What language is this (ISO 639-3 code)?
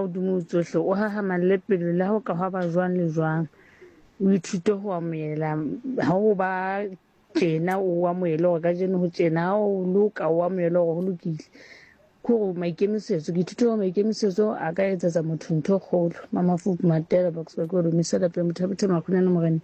sot